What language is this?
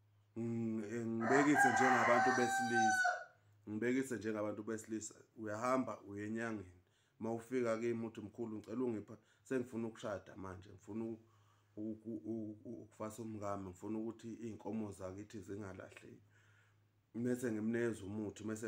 Zulu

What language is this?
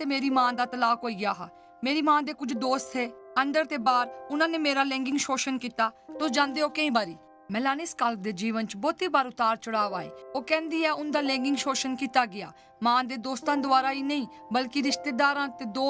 Dogri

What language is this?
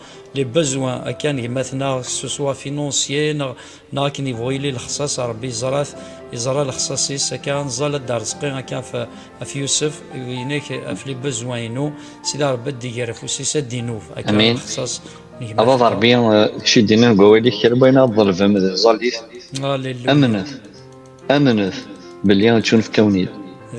Kabyle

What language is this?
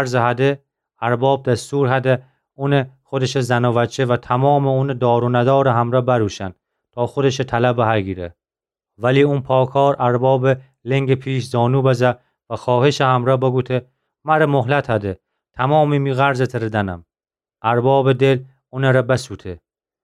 Gilaki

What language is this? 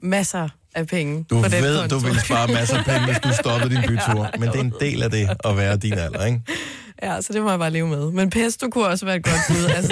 Danish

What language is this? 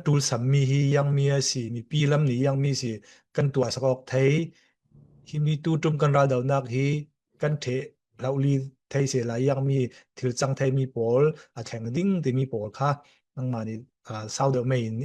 Falam Chin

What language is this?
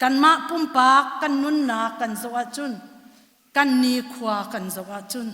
Hakha Chin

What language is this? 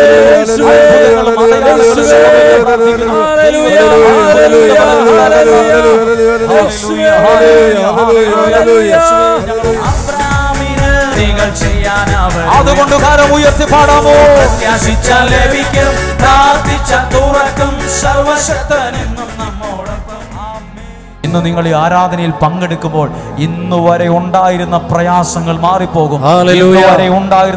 Malayalam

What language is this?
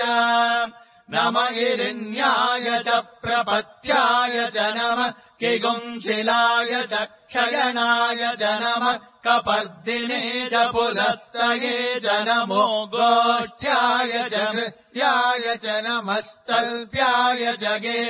Sanskrit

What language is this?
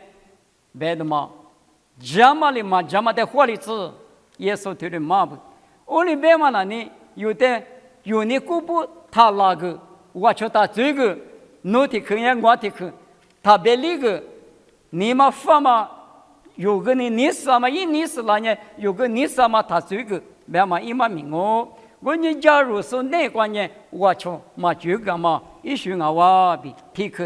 Lisu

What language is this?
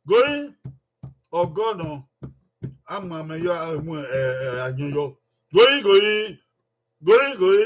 Bini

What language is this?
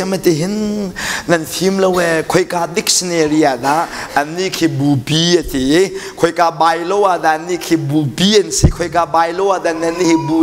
Hakha Chin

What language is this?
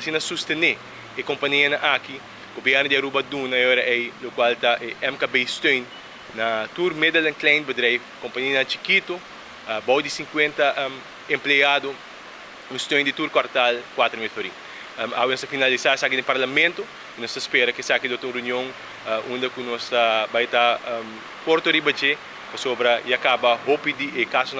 Papiamento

